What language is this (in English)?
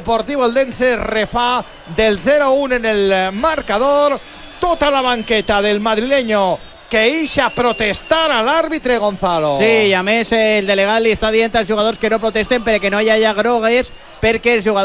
Catalan